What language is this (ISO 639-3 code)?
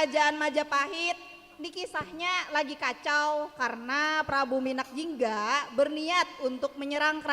bjn